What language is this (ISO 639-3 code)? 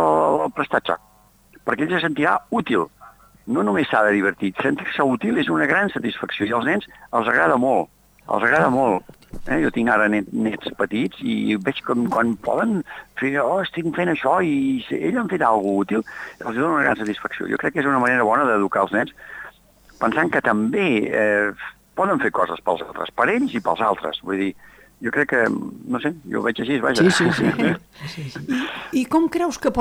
cat